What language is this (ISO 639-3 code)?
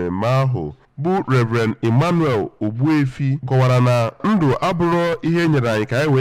ibo